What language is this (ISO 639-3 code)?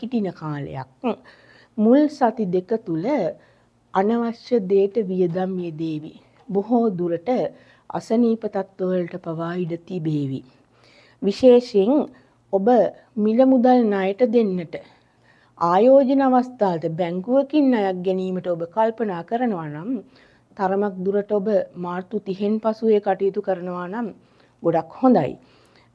sin